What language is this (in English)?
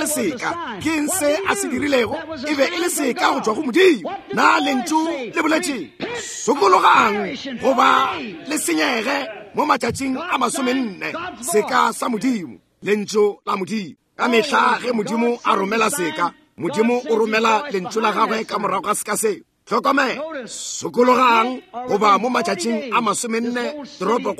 Northern Sotho